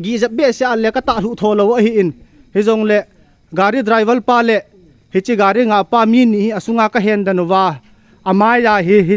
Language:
Paite Chin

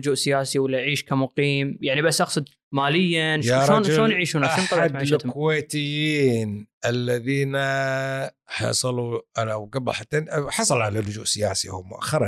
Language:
Gulf Arabic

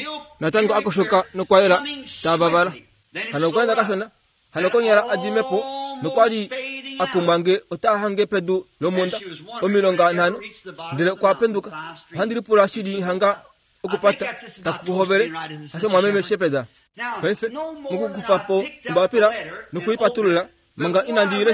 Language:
Kuanyama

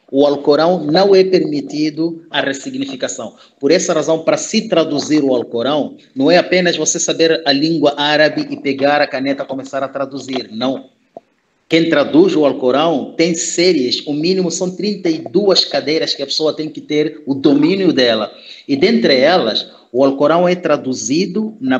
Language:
Portuguese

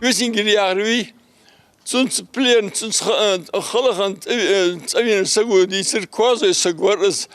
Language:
Ingush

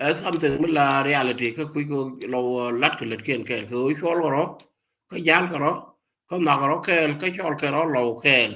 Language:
Nuer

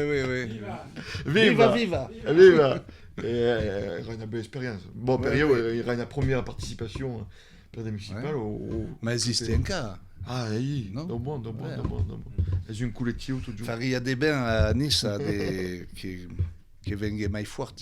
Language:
Occitan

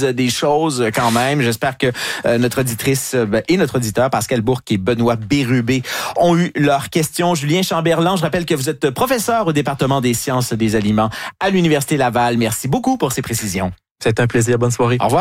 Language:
French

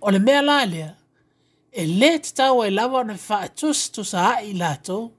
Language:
Samoan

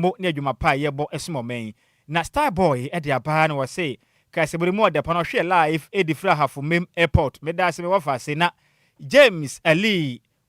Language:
Akan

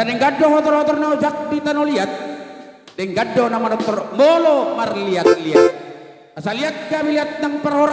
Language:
Batak Toba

